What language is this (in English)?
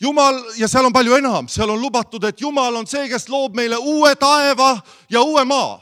Estonian